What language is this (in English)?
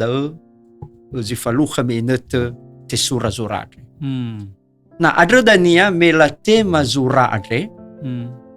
Nias